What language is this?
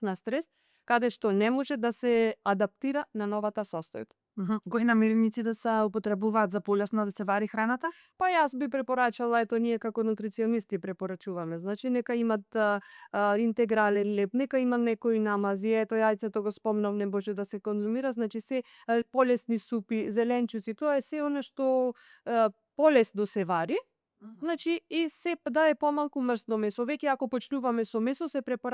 Macedonian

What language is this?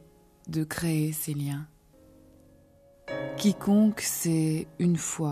French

